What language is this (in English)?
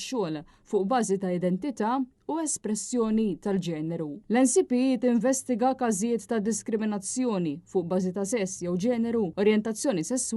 Maltese